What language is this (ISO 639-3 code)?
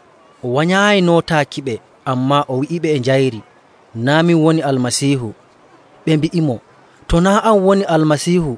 fuv